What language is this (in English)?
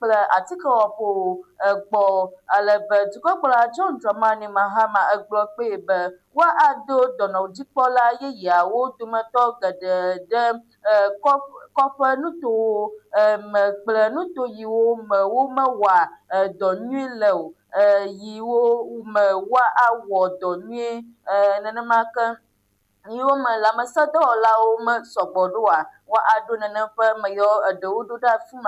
Ewe